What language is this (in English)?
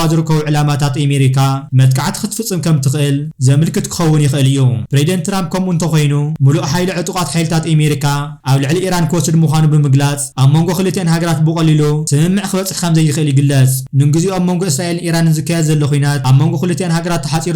Tigrinya